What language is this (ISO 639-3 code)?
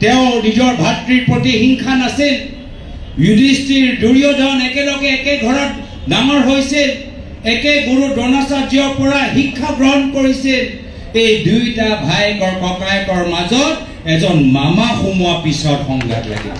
asm